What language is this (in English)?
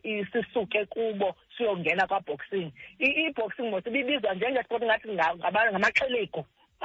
Xhosa